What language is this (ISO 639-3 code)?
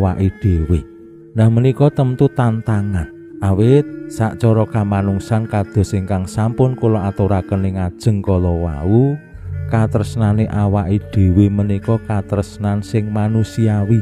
jav